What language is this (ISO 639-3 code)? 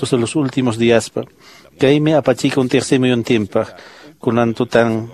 que